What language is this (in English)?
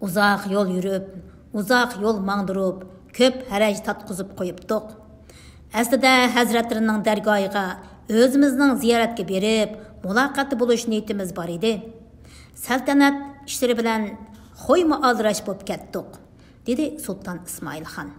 Uyghur